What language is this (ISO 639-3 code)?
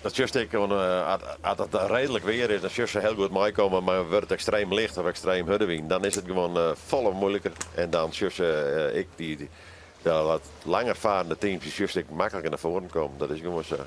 fry